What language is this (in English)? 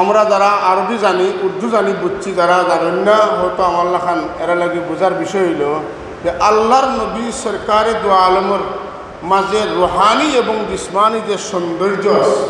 Sylheti